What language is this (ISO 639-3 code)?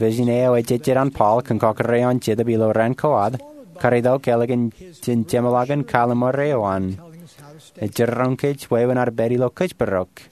mah